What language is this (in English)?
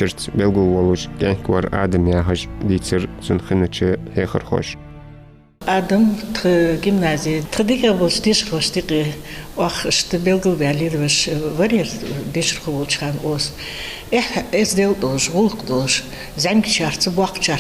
Ingush